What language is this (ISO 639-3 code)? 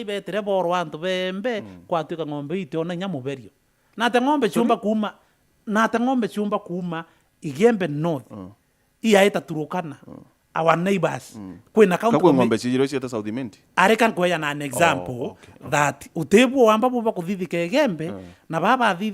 mer